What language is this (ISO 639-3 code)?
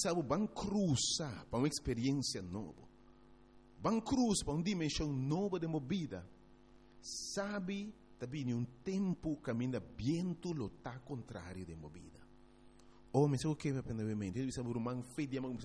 pap